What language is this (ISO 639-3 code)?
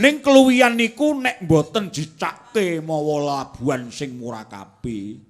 jav